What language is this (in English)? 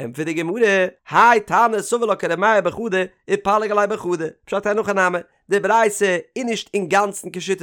Yiddish